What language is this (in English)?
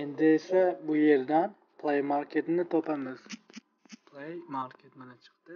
Uzbek